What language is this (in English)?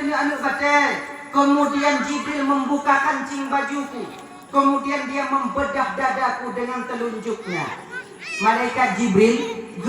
Achinese